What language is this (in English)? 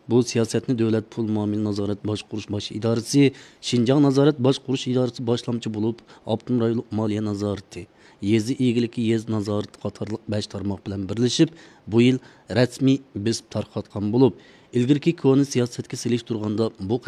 Uyghur